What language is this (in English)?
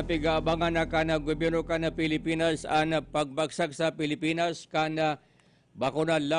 Bikol